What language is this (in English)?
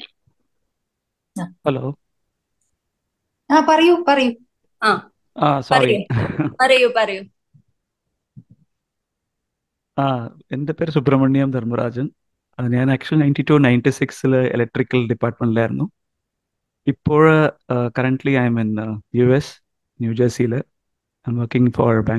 Malayalam